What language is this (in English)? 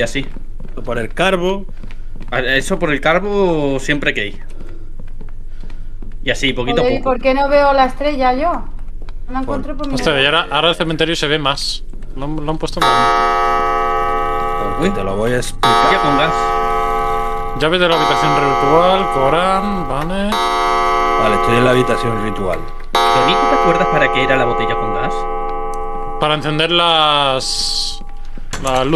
Spanish